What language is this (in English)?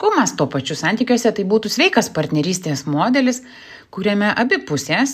Lithuanian